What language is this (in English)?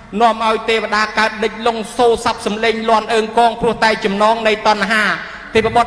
Khmer